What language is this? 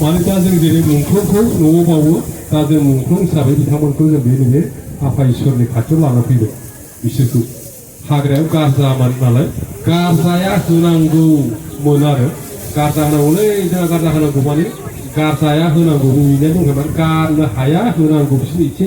Bodo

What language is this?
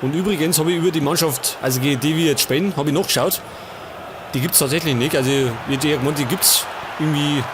Bavarian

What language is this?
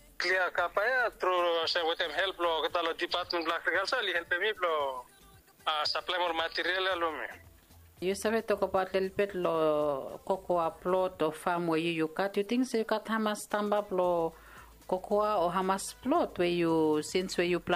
Bislama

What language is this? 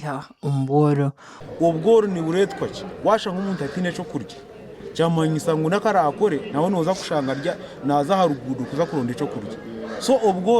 Nyankole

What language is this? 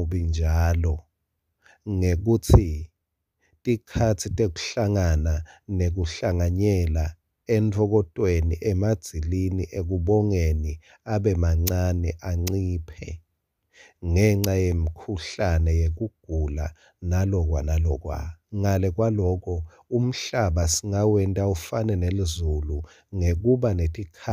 Swati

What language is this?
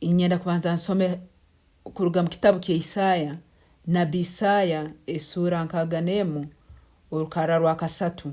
Tooro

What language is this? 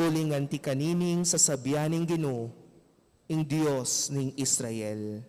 Pampanga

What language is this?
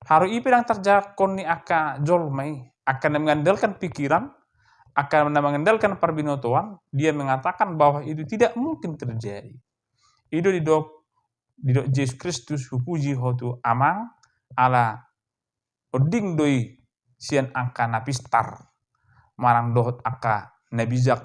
Batak Toba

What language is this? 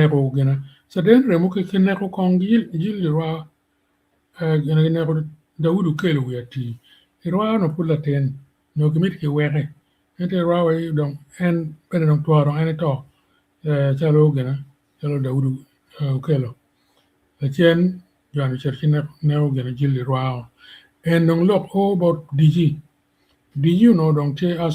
Acoli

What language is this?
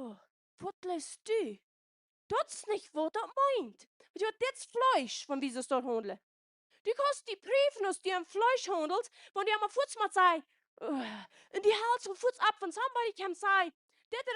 Plautdietsch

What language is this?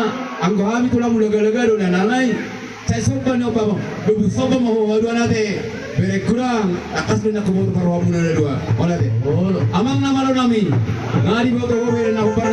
Batak Toba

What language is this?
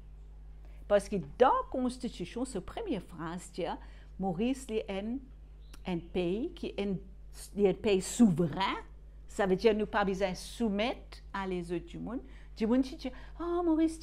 Morisyen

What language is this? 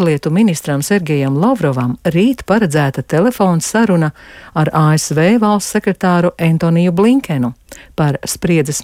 Latvian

